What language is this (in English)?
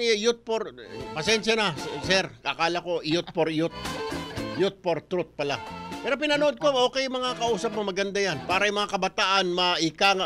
Filipino